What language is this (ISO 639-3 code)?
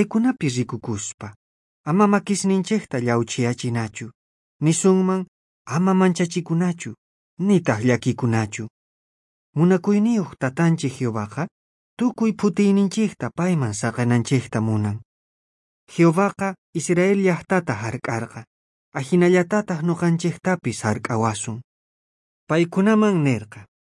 quh